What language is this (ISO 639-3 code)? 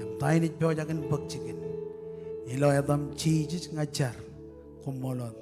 mah